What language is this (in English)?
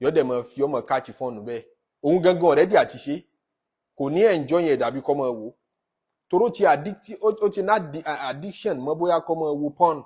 Yoruba